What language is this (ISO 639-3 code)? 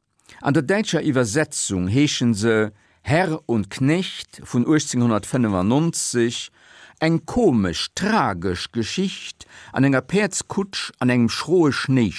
ltz